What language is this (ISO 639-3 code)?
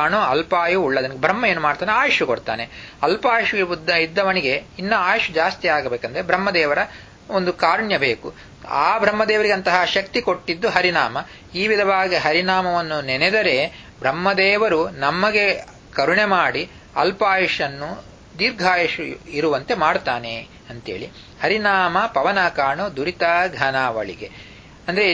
kan